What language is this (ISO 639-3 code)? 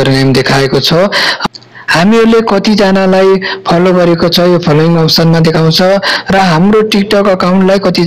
nep